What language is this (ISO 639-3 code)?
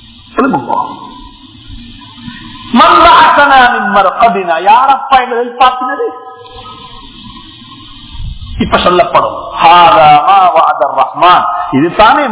tam